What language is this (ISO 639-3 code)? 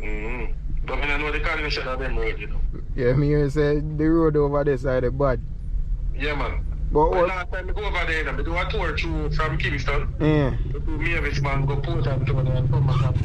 jam